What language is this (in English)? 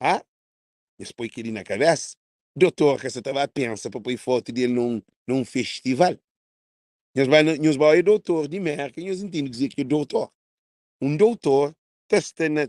Kabuverdianu